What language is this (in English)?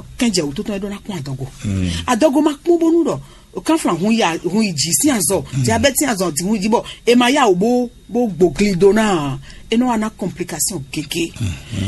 Fon